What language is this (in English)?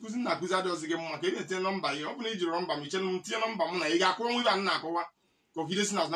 Igbo